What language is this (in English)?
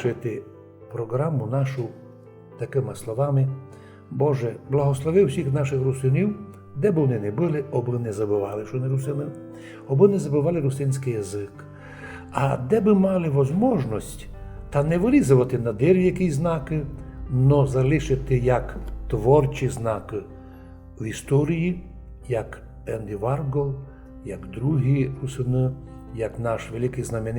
Rusyn